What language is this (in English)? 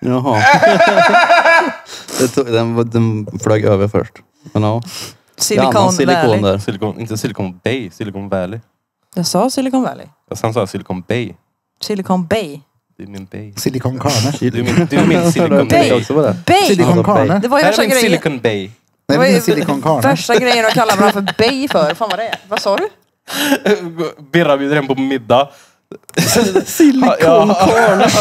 Swedish